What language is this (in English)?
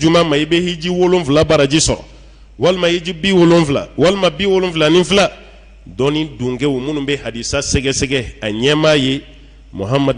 Bambara